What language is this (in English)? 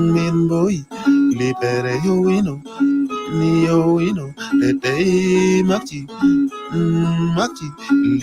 Acoli